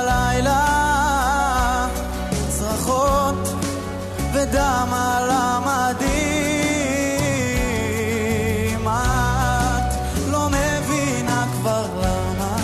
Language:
Hebrew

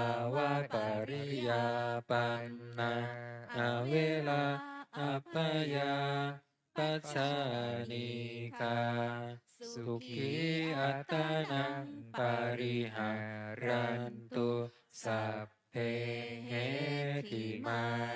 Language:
Pali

